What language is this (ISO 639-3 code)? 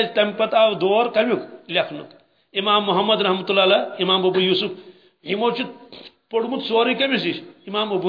kas